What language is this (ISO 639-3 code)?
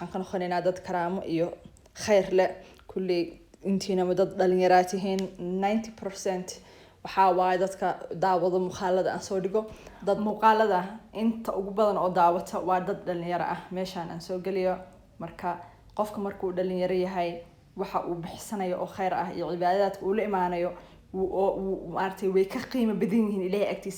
som